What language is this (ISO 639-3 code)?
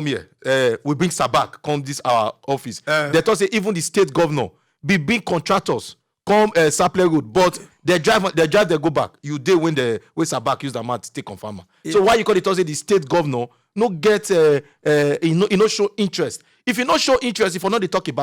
pcm